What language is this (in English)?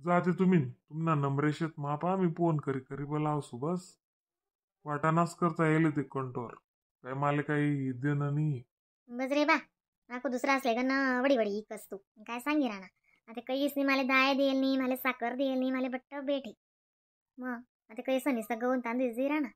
Khandesi